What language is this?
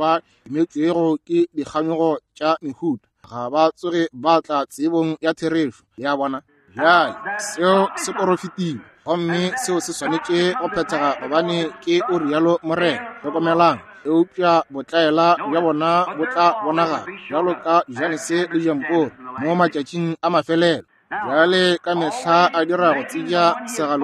Northern Sotho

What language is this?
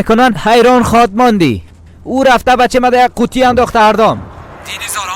Persian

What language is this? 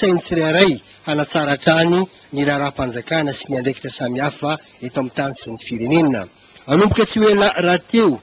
Malagasy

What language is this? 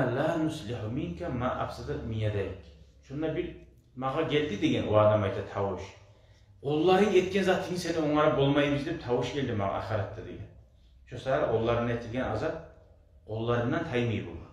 Kumyk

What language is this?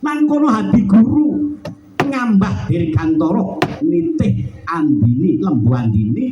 Javanese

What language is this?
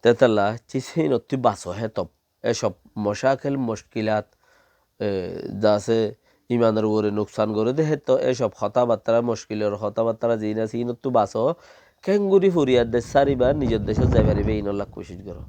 Rohingya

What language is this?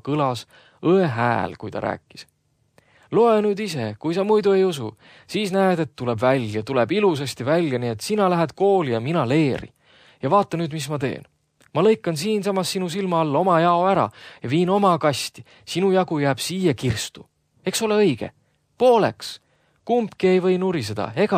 Estonian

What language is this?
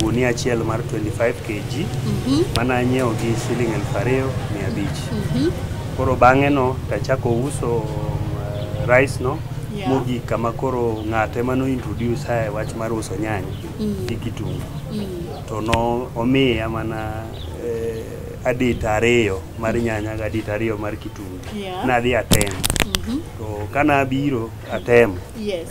Luo (Kenya and Tanzania)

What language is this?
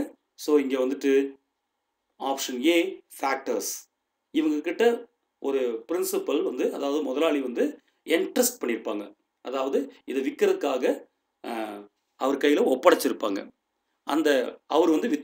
Tamil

